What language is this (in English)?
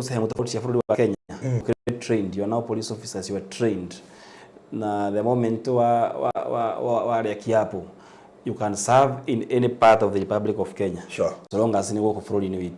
Kikuyu